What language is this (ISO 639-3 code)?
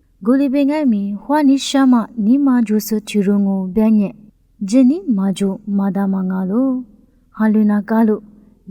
lis